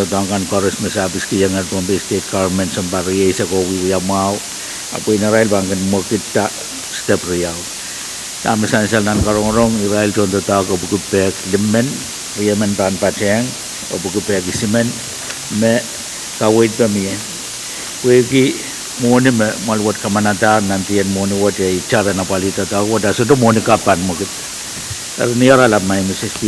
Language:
Pohnpeian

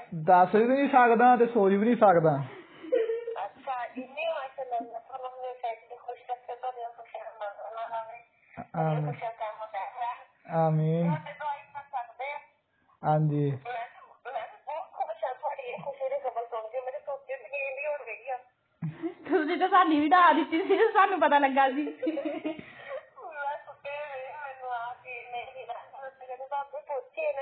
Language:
Punjabi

